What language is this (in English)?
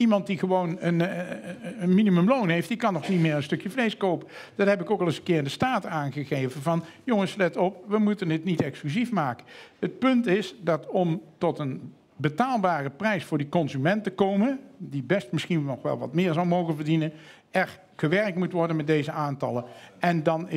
Dutch